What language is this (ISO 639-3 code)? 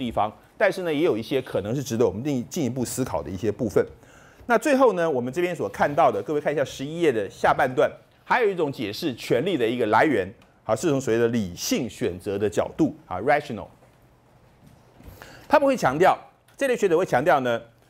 zho